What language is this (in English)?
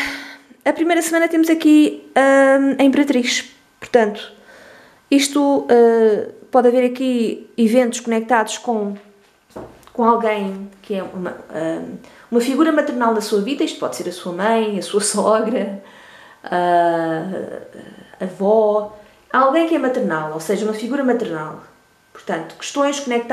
Portuguese